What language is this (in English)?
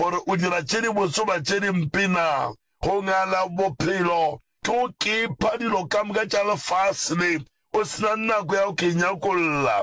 Northern Sotho